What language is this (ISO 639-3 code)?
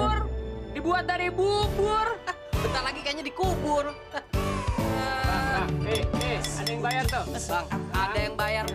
bew